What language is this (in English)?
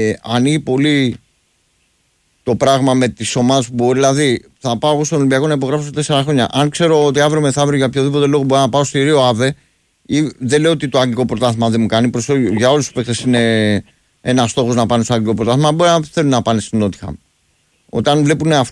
Greek